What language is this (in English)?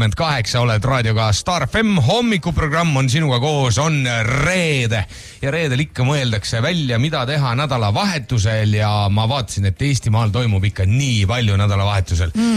Estonian